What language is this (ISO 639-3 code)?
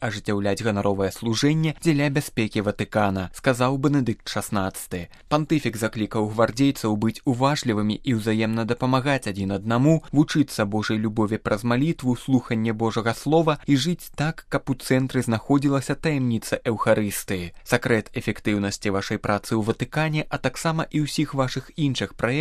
bel